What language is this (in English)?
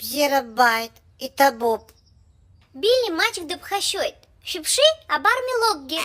Abkhazian